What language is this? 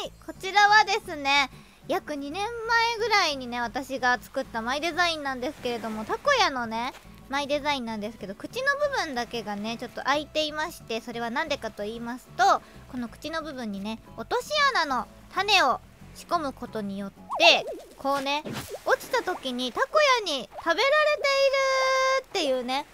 Japanese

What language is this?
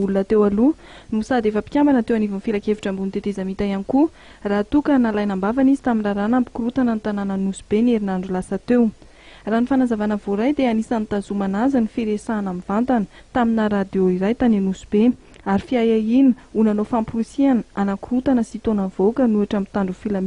Malagasy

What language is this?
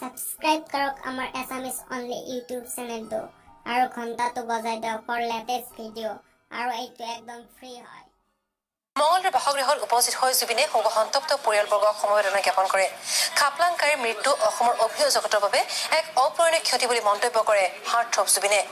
Assamese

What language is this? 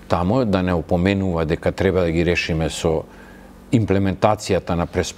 Macedonian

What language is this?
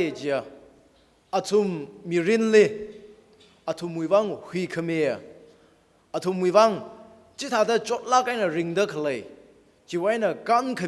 Tangkhul Naga (India)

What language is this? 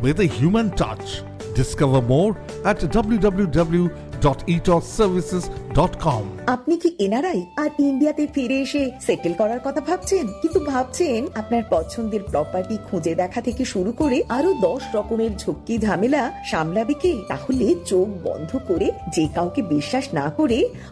Bangla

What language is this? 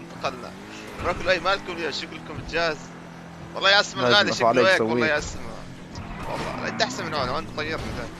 North Levantine Arabic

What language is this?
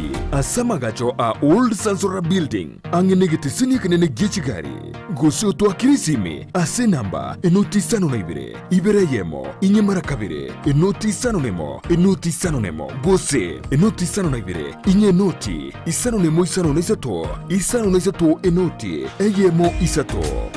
Gusii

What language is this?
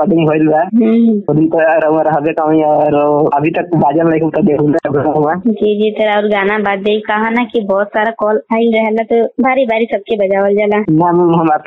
Bhojpuri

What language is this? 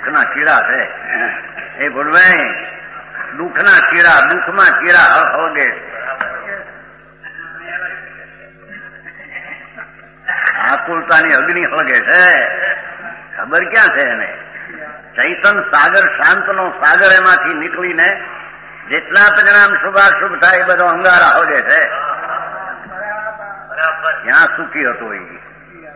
Gujarati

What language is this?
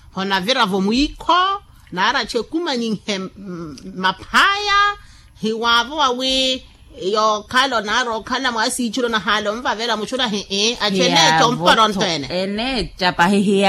Makhuwa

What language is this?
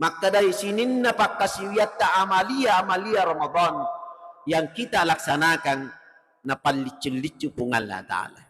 Buginese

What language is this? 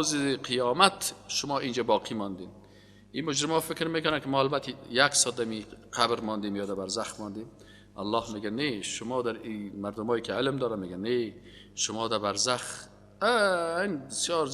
Persian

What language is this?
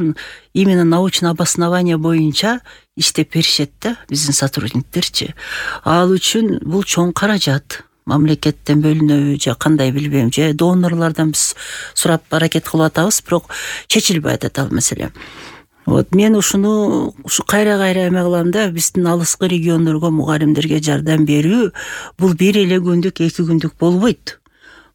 Kyrgyz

